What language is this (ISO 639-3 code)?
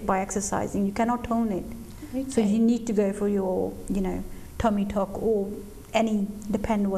pan